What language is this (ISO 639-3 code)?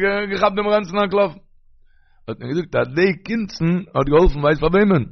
yid